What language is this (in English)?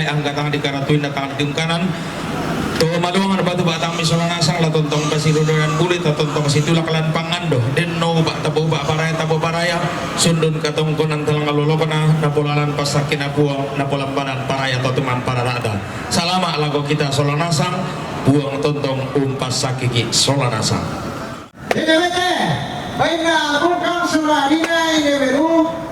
Toraja-Sa'dan